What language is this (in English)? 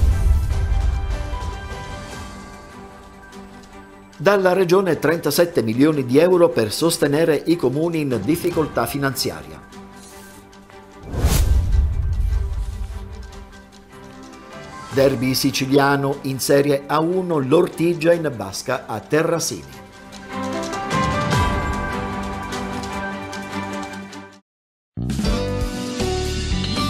Italian